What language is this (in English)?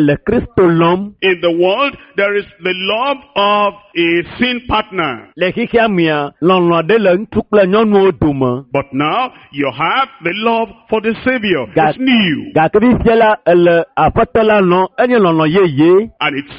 Ewe